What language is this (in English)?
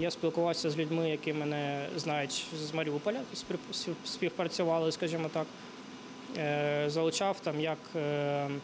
Ukrainian